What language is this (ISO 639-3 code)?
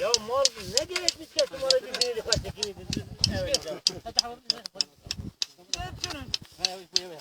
kur